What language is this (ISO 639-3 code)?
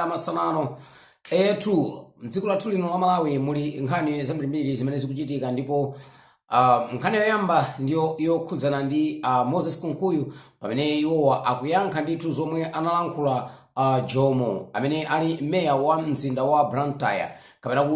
nya